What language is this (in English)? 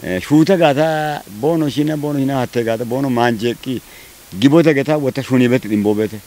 Kafa